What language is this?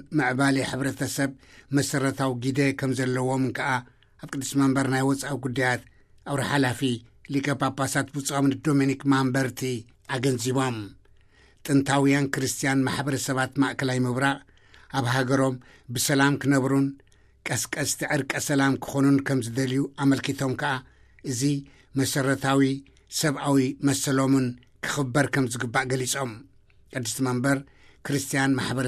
Tigrinya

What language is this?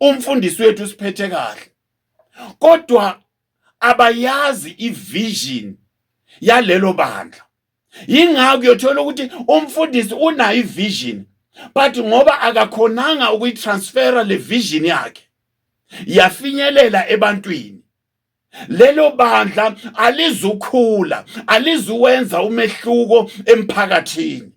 Zulu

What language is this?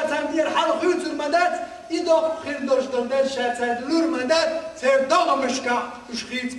Chechen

